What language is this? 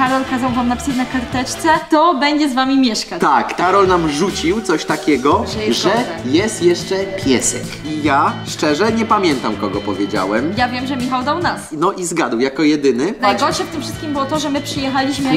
Polish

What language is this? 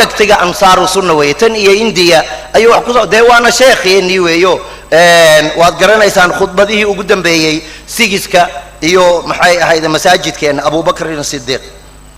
Somali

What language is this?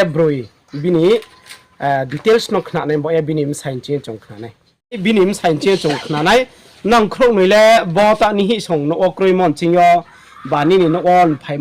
Riang (India)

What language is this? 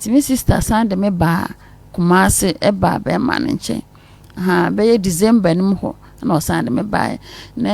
Akan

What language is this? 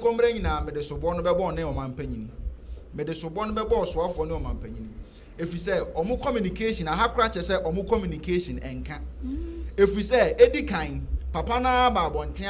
Akan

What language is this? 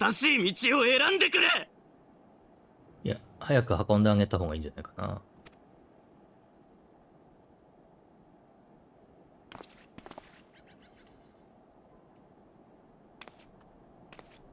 Japanese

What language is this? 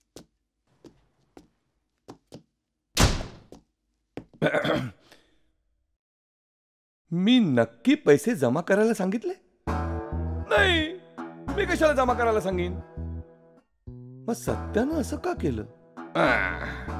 Marathi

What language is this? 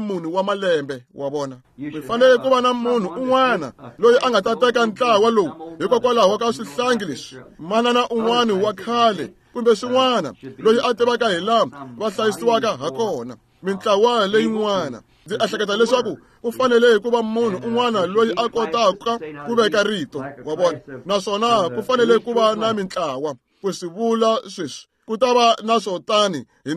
Tsonga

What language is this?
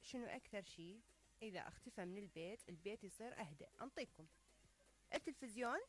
Mesopotamian Arabic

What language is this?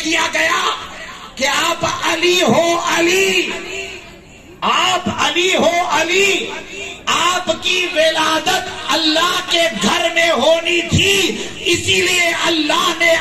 Urdu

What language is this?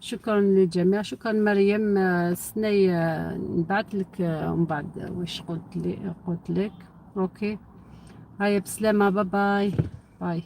Algerian Arabic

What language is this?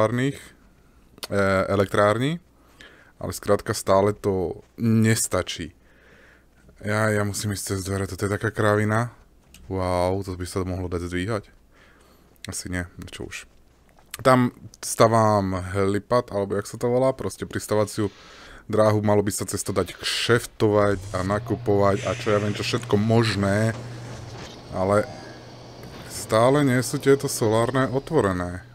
Slovak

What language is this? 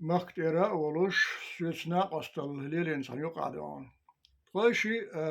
Chechen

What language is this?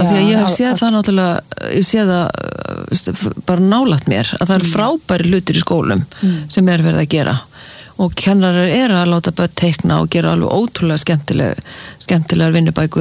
Icelandic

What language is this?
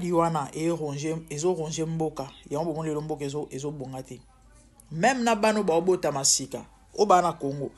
Lingala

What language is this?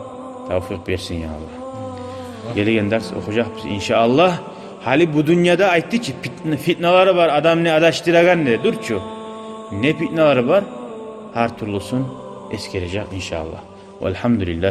Kumyk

